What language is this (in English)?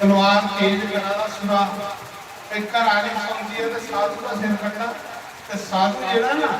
Dogri